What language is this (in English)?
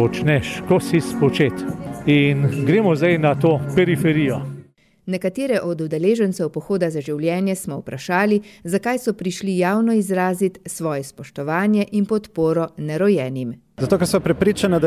Slovenian